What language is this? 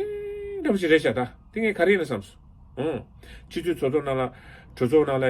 Tibetan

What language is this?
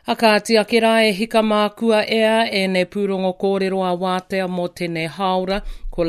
Māori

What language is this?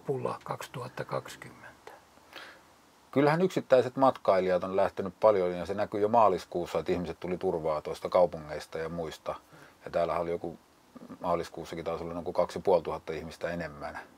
Finnish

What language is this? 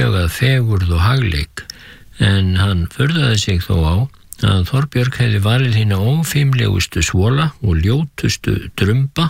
Icelandic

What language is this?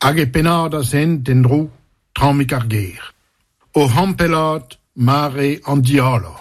Breton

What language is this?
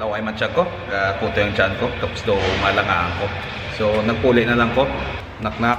Hiligaynon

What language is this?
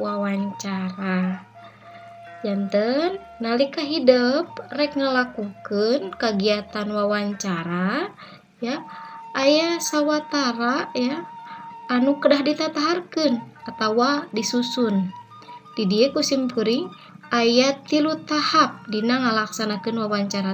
Sundanese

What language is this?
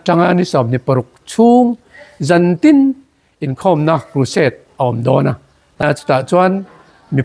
Hmar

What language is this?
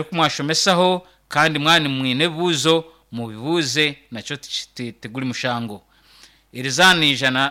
Nyankole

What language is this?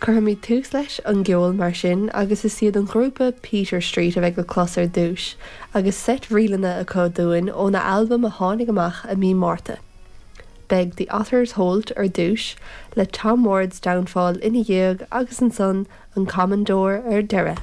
Irish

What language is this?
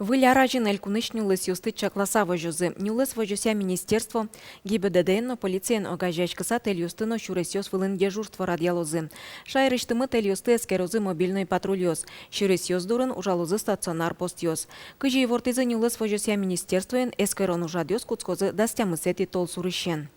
Udmurt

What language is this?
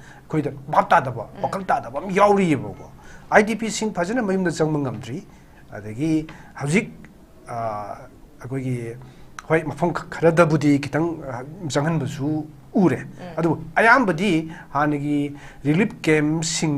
Manipuri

